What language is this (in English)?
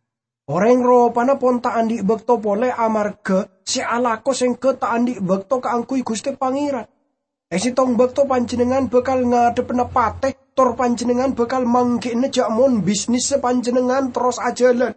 Madurese